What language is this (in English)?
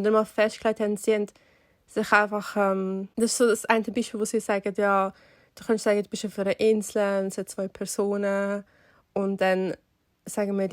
Swiss German